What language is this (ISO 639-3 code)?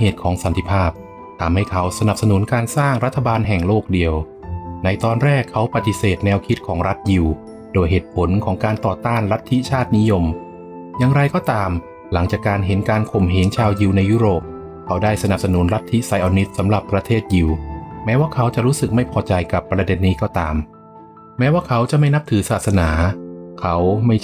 tha